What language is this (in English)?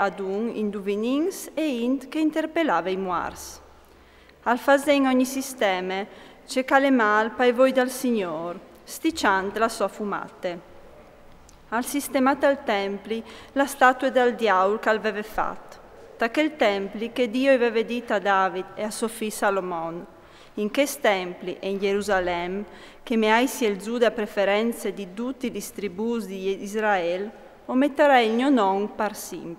Friulian